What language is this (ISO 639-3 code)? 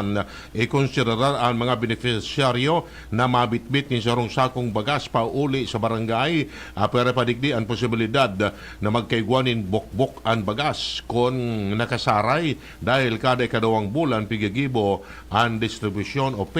bik